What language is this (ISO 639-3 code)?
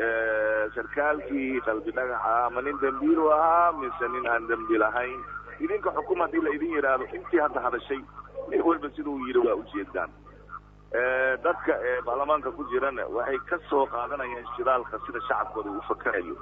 som